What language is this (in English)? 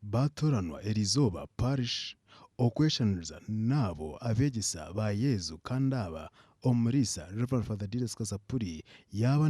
Nyankole